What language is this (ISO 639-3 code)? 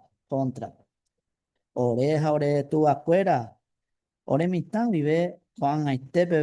grn